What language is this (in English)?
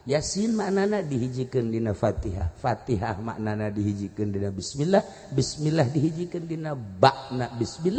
Sundanese